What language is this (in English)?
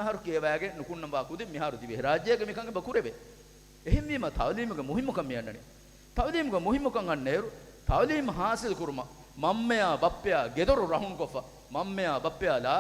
Divehi